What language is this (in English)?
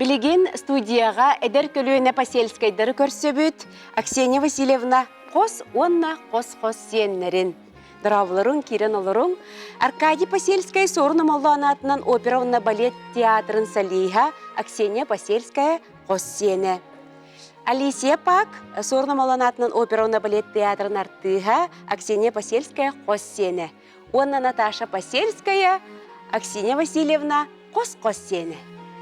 Yakut